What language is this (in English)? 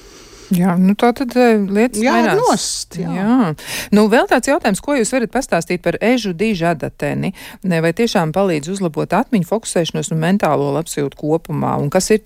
Latvian